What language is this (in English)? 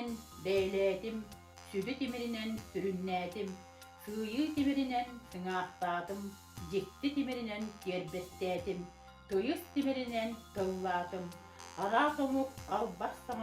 Yakut